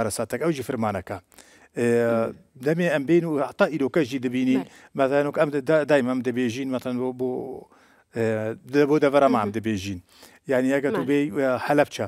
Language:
Kurdish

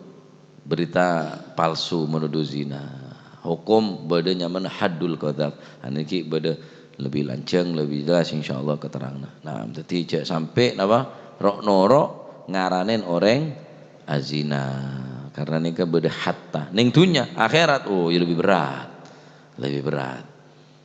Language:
Madurese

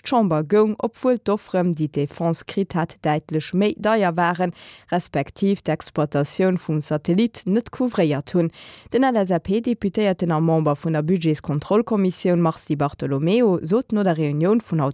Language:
Luxembourgish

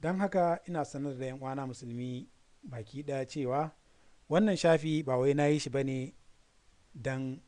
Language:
Hausa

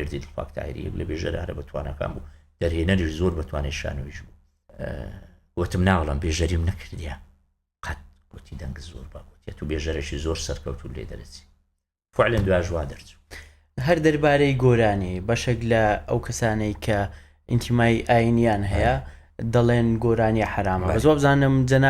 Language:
Central Kurdish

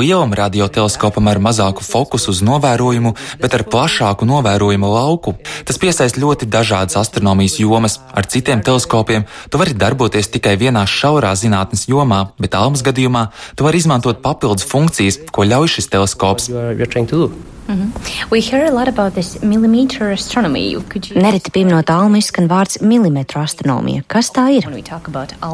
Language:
Latvian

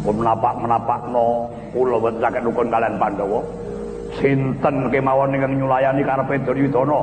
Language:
Javanese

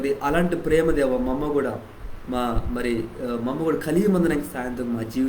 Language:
Koya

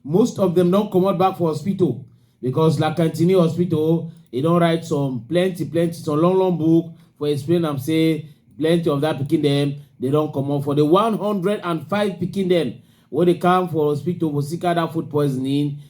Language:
Cameroon Pidgin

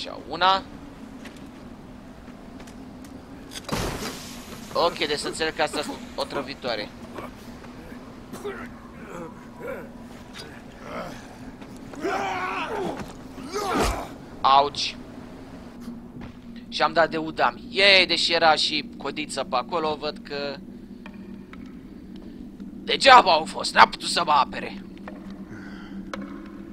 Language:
Romanian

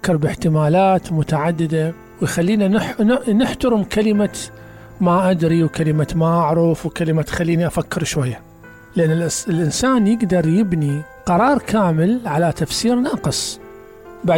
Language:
Mesopotamian Arabic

